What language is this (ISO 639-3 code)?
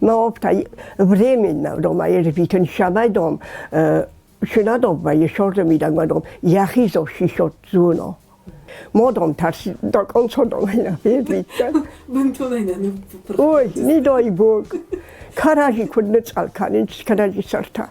oss